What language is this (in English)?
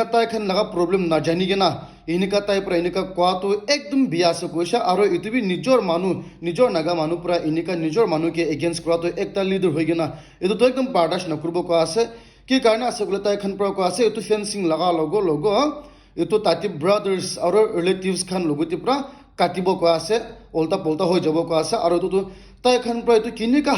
Naga Pidgin